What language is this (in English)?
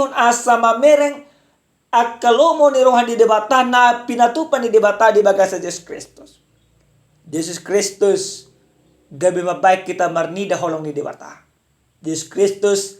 Batak Toba